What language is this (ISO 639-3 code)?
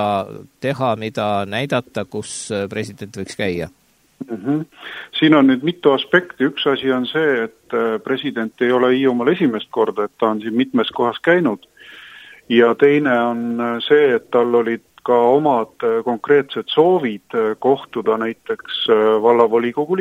est